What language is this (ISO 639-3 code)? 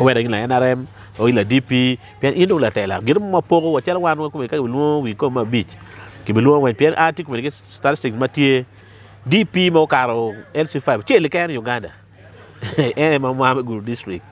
ach